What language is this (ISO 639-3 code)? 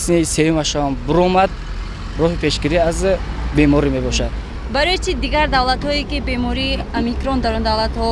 tgk